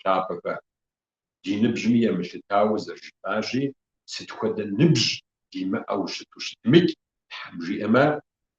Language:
Kabardian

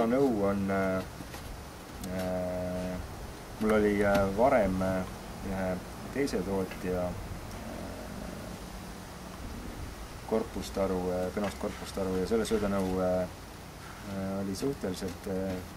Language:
Estonian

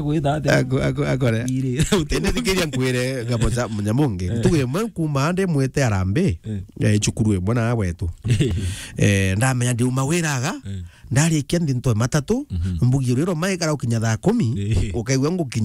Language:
Meru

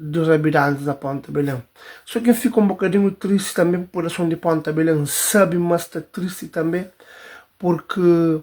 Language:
Kabuverdianu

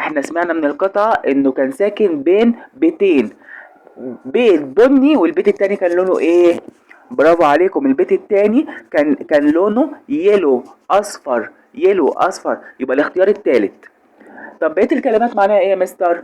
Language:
Egyptian Arabic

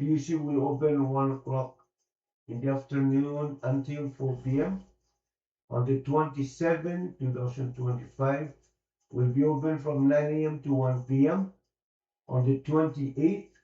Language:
Pohnpeian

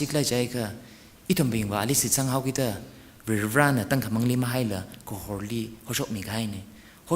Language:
Tangkhul Naga (India)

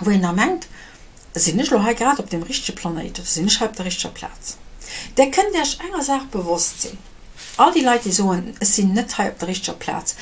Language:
Luxembourgish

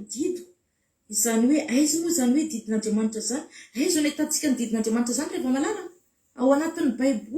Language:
Malagasy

